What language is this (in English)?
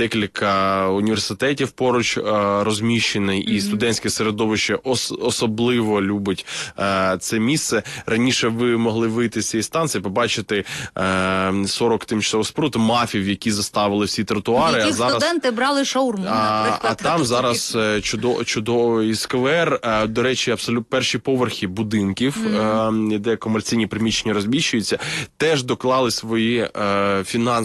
Ukrainian